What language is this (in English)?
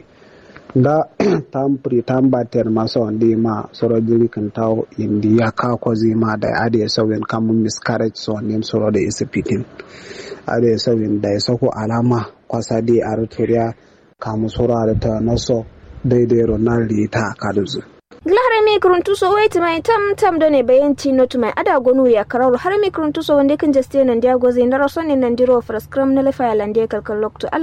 Kanuri